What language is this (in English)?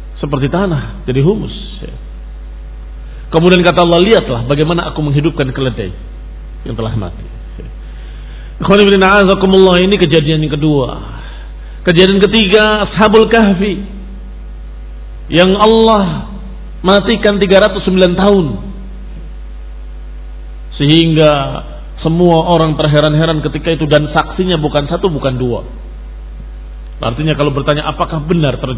Indonesian